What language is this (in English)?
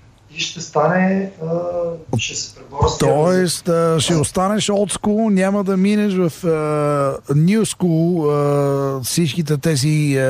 Bulgarian